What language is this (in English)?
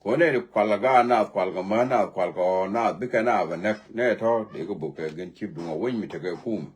Nuer